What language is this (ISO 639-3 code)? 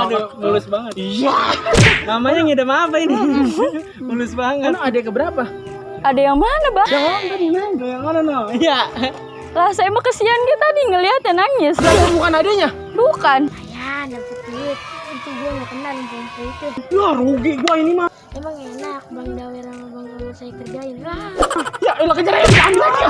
bew